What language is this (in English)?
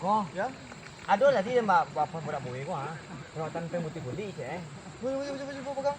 Minangkabau